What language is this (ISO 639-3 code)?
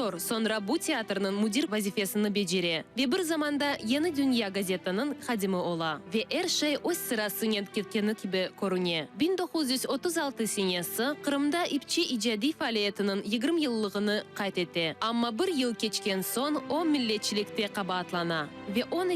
crh